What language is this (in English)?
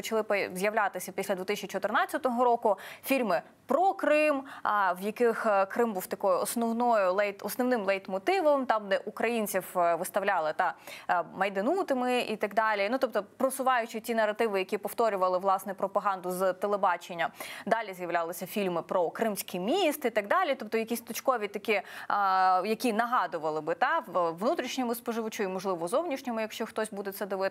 Ukrainian